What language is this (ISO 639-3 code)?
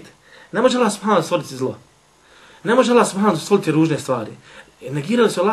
bos